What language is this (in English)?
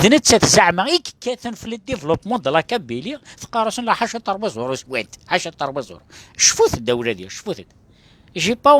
Kabyle